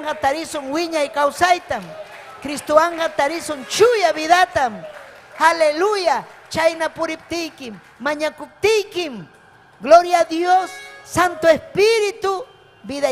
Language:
Ayacucho Quechua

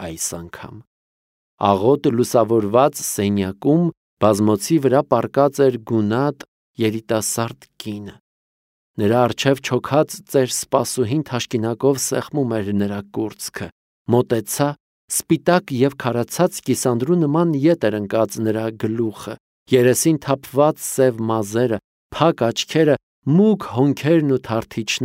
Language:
Armenian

